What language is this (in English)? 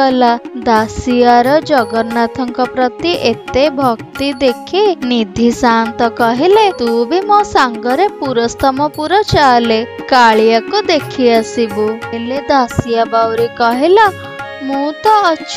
Odia